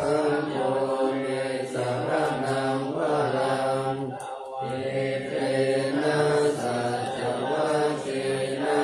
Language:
Pali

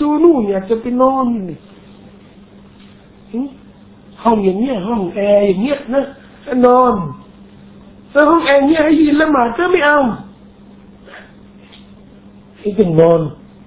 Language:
Thai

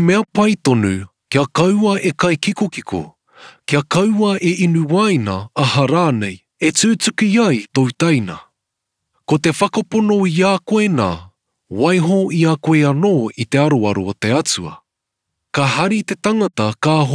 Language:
Māori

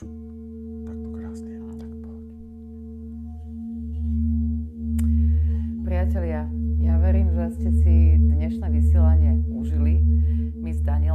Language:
Slovak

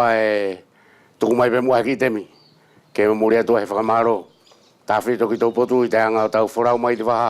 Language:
Wallisian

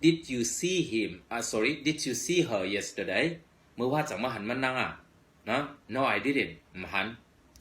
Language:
Shan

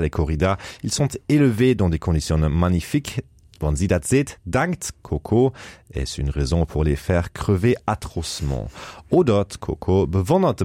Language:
Luxembourgish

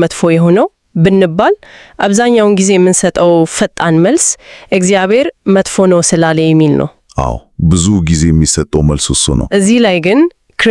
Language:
Amharic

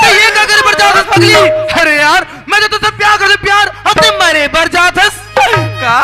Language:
Chhattisgarhi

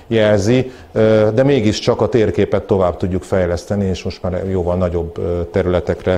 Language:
Hungarian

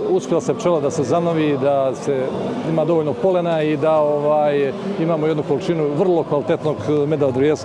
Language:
Serbian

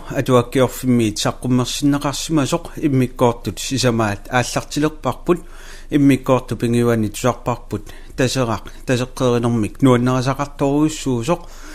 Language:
Kalaallisut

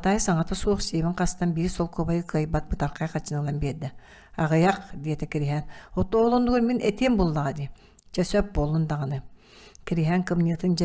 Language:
Yakut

